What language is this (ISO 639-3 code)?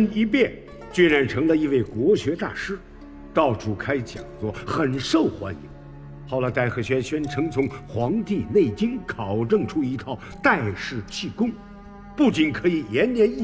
zho